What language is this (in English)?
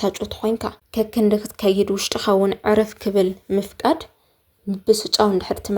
Tigrinya